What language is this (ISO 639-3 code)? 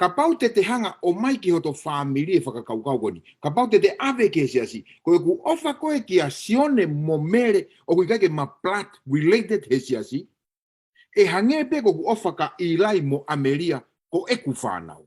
ton